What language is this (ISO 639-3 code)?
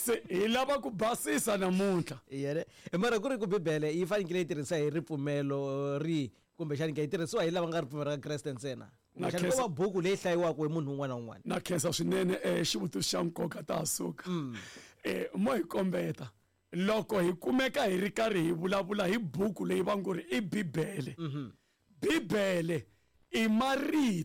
tso